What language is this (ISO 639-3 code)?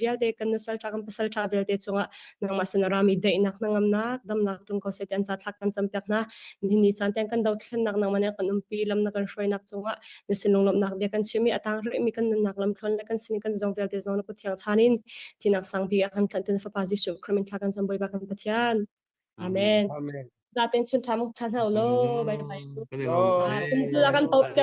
cnh